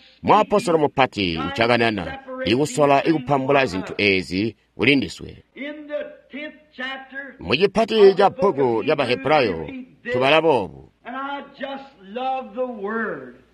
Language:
Tonga (Zambia)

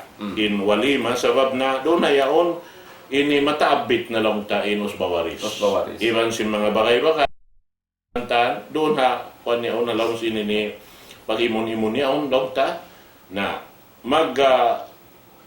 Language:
Tausug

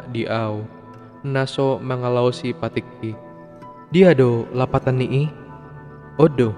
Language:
Batak Toba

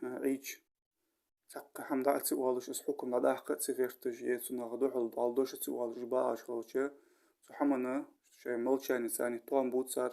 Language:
Ingush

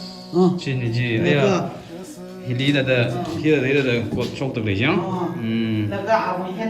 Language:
Tangkhul Naga (India)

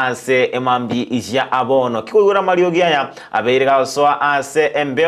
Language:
Gusii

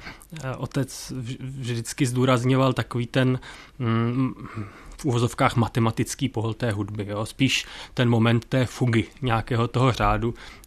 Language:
Czech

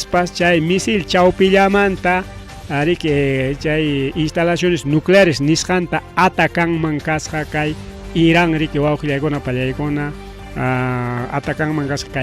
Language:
Ayacucho Quechua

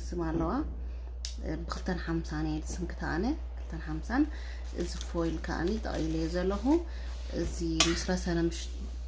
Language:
Tigrinya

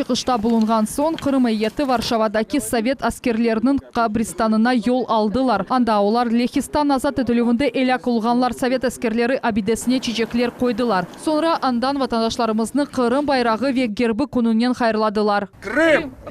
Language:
Crimean Tatar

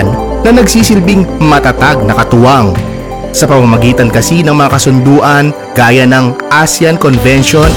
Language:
Filipino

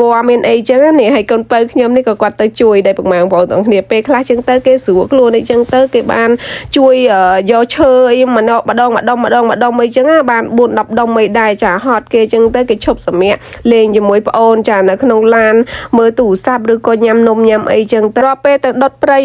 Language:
Khmer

